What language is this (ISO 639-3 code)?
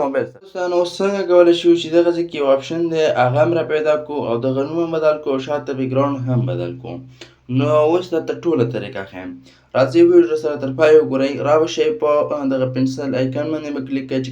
pus